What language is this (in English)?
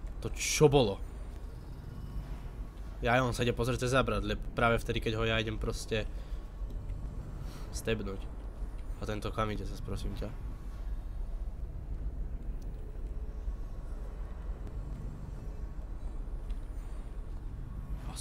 Slovak